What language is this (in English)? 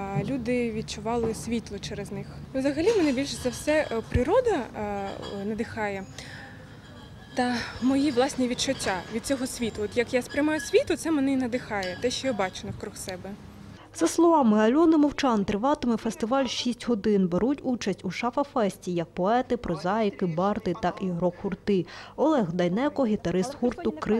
Ukrainian